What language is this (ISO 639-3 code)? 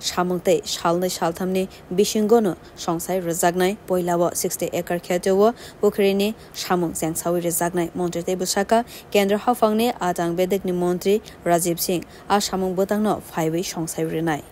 trp